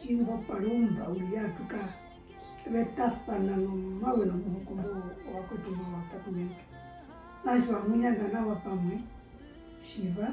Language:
Herero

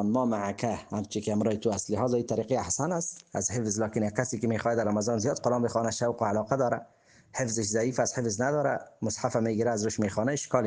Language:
Persian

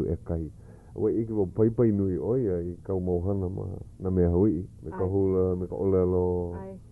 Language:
Hawaiian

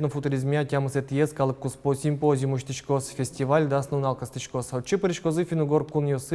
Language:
Udmurt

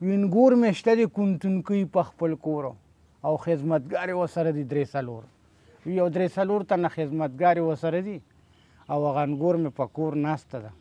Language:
Pashto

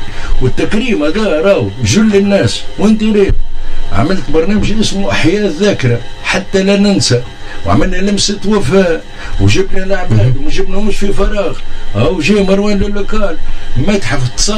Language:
Tunisian Arabic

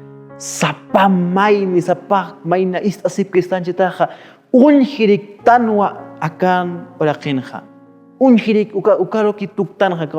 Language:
Aymara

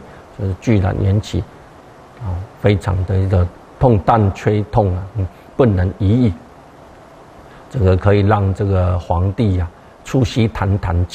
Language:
Chinese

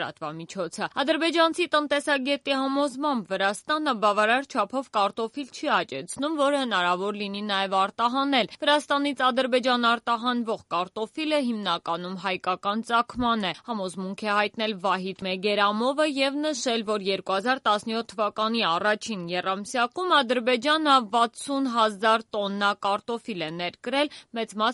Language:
Armenian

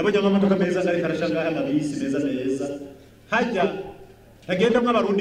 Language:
Rundi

